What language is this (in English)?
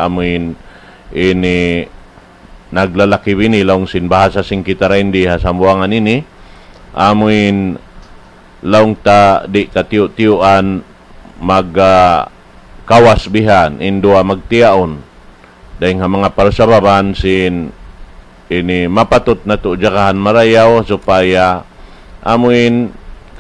Tausug